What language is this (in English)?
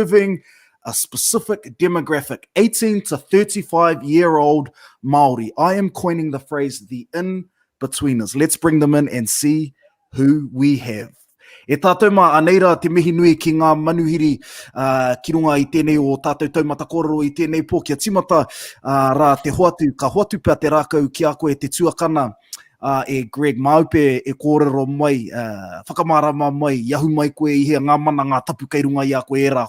Māori